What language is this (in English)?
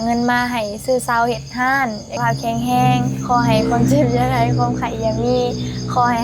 Northeastern Thai